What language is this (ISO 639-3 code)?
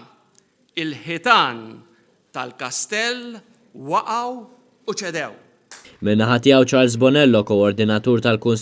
mlt